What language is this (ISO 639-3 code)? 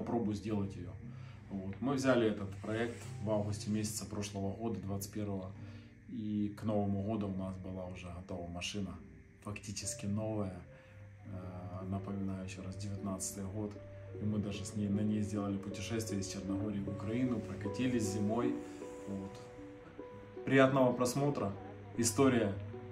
rus